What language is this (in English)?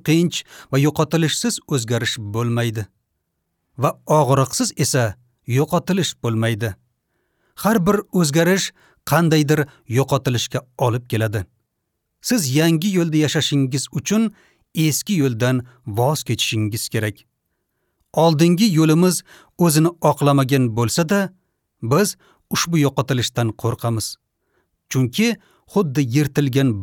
Uzbek